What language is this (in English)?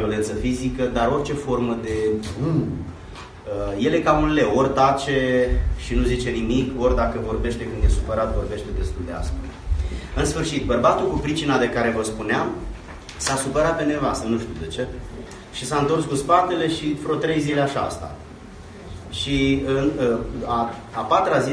Romanian